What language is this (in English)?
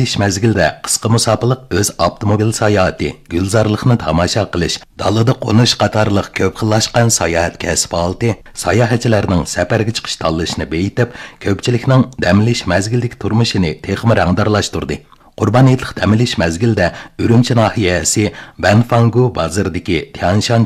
Uyghur